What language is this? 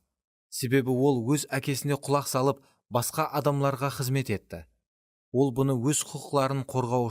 Kara-Kalpak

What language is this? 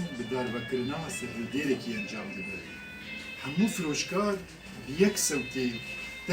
Kurdish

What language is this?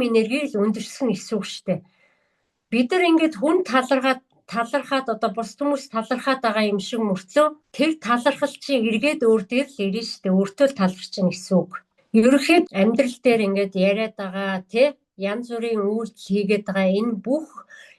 Mongolian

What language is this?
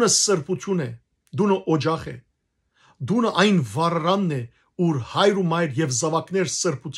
Western Armenian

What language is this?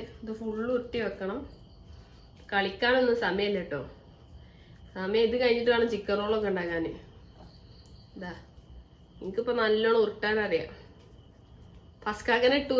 Malayalam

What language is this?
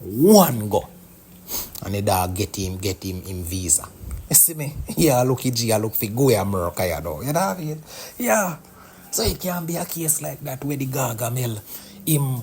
Jamaican Creole English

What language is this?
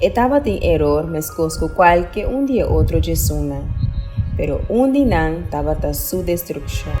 Papiamento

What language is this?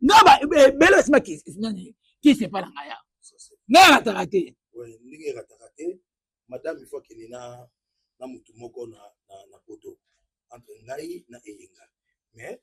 Lingala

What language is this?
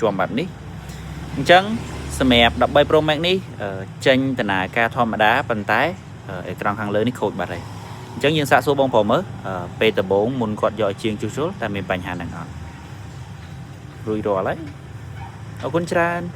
Khmer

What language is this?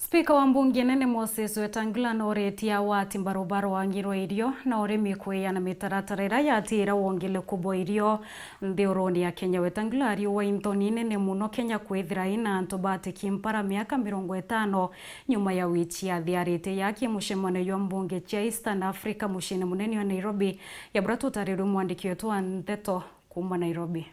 Meru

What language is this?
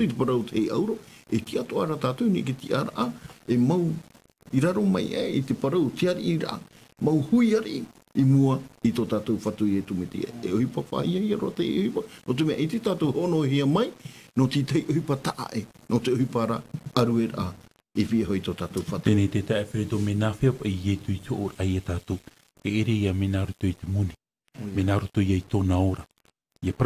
Tahitian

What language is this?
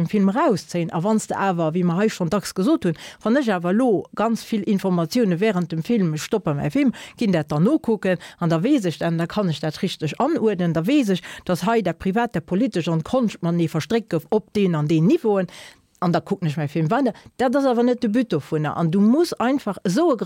Luxembourgish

